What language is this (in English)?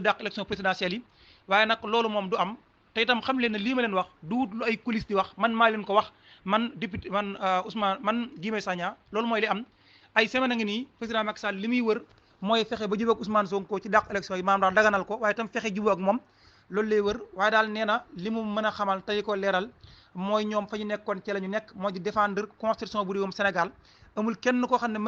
Wolof